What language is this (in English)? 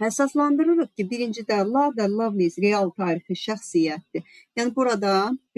Azerbaijani